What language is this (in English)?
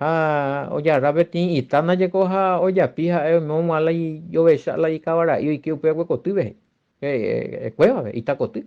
Guarani